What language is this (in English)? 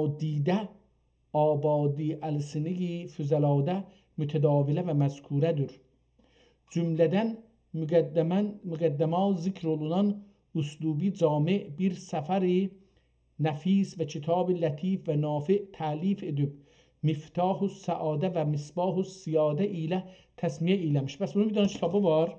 South Azerbaijani